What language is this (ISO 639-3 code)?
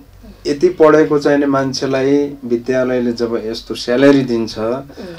nep